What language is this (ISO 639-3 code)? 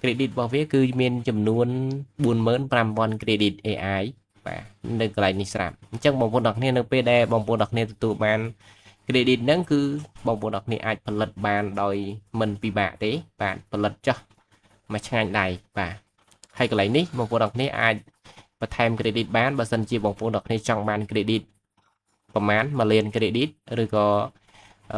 khm